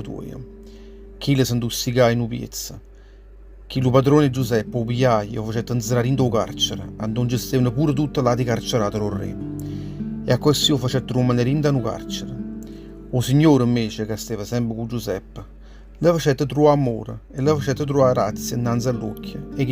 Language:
Neapolitan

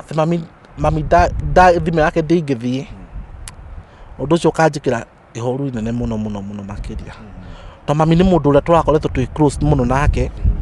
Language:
Kikuyu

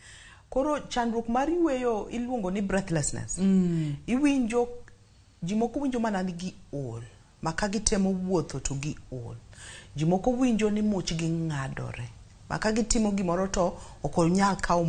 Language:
Luo (Kenya and Tanzania)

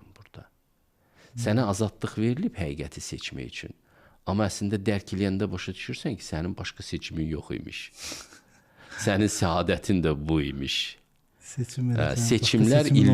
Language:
Azerbaijani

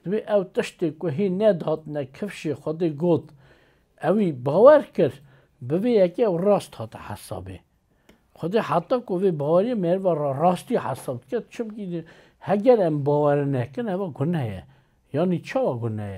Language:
Kurdish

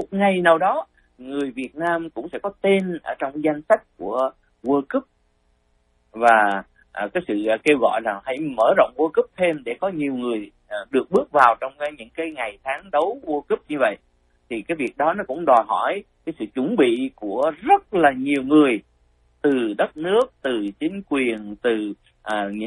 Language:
Vietnamese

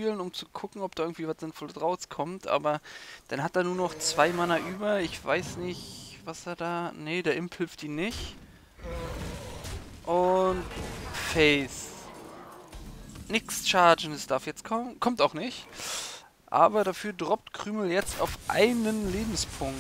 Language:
German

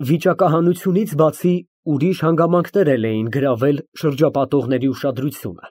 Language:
Armenian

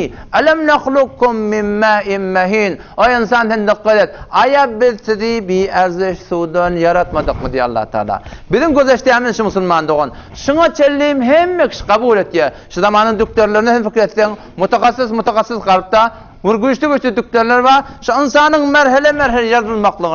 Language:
Turkmen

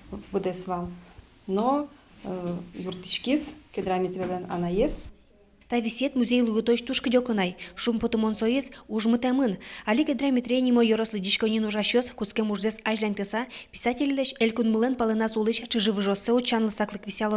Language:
Udmurt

